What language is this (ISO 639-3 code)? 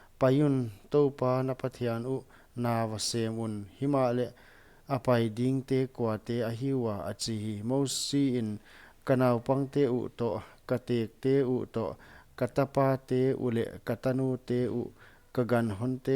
pck